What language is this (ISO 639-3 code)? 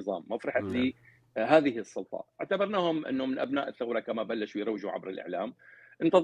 apc